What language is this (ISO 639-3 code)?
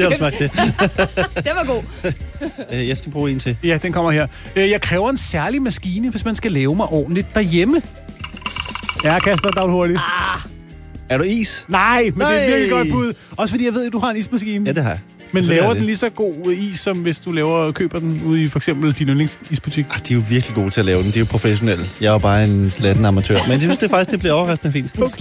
dan